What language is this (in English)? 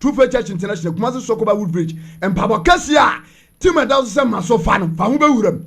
Akan